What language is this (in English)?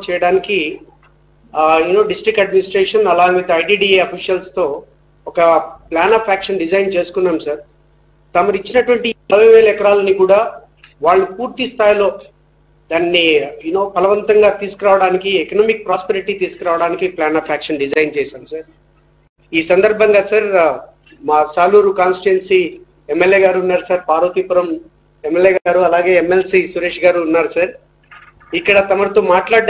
Telugu